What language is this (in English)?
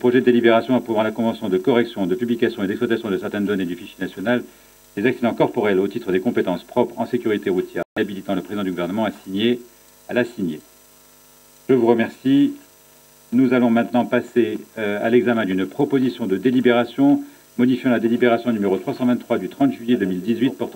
French